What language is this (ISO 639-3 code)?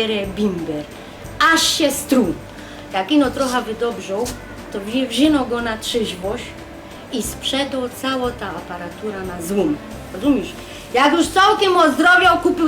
szl